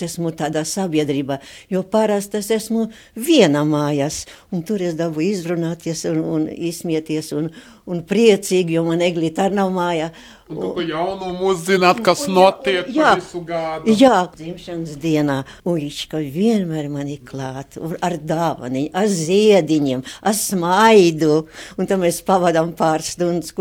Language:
Latvian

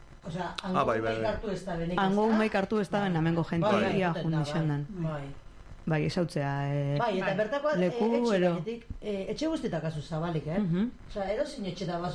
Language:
Basque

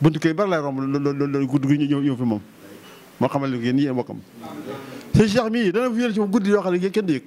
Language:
Wolof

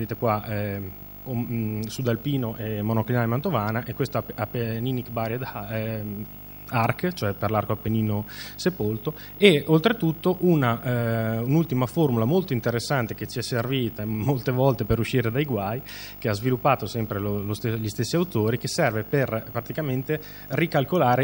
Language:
Italian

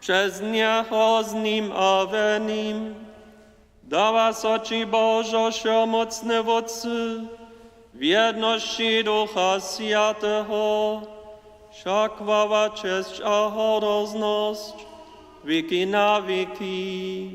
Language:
Upper Sorbian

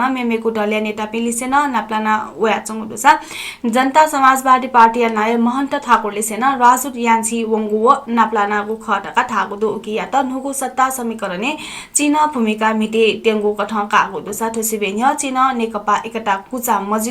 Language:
Newari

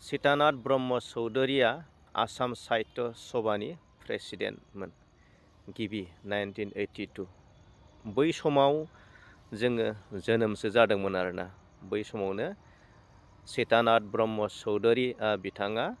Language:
Bodo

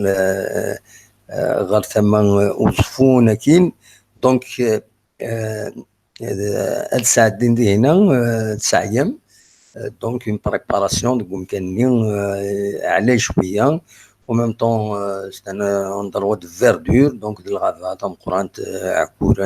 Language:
Kabyle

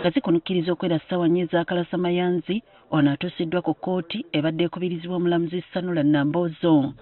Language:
Ganda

